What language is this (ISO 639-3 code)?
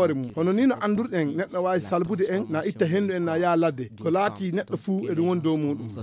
fuv